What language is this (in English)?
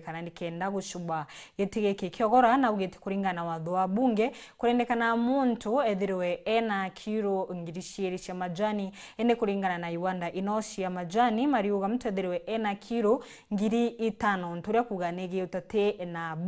Meru